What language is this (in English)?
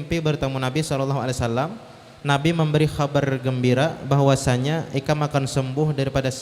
Banjar